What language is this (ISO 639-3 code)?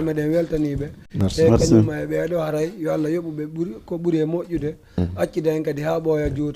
ful